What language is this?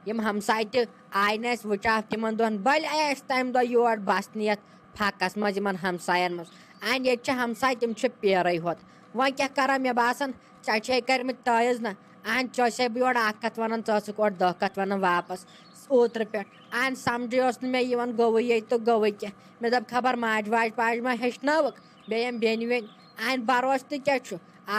Kashmiri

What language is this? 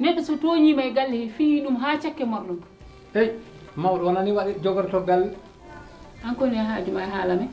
Fula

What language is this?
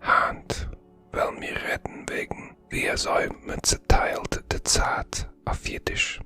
Yiddish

